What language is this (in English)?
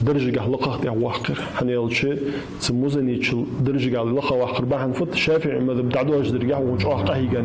Ingush